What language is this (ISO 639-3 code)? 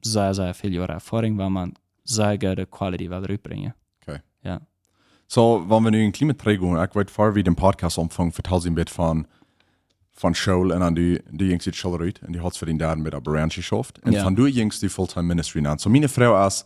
pdt